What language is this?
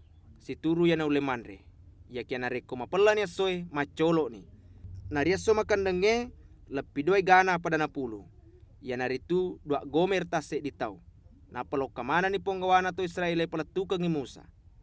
Buginese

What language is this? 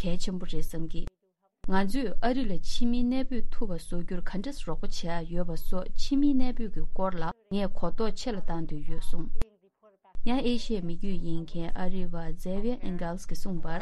Tibetan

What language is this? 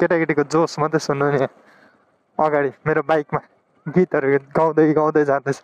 Nepali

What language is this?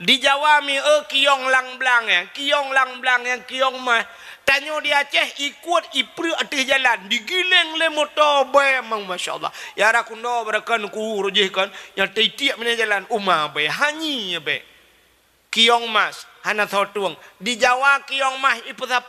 Achinese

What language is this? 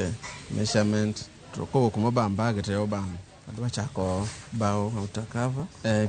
Luo (Kenya and Tanzania)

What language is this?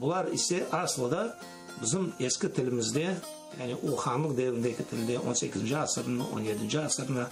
Crimean Tatar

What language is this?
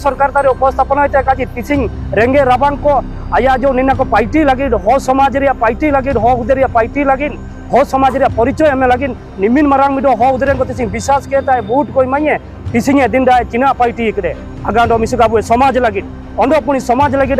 Santali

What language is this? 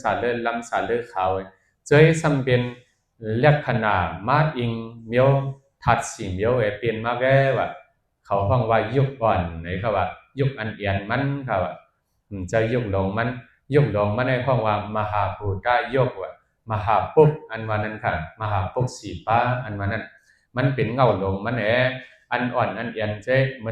Shan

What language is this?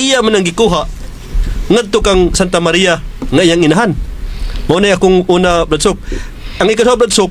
Cebuano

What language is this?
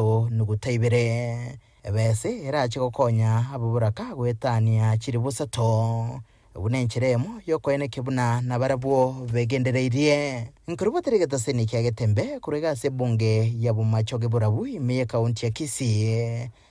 Gusii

